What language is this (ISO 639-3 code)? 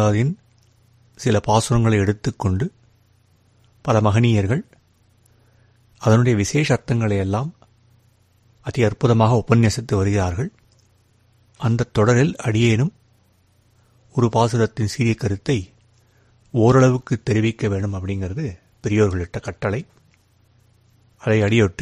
tam